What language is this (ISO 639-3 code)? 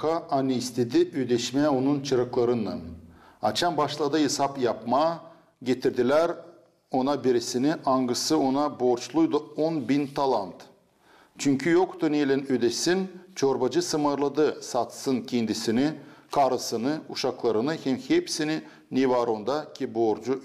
gag